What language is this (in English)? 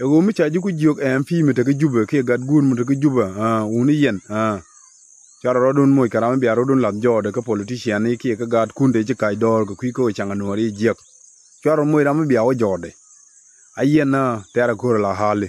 Nuer